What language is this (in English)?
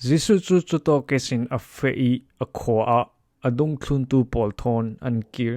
Falam Chin